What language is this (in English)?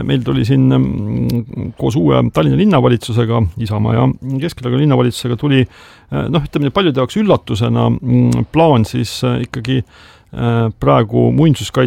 Estonian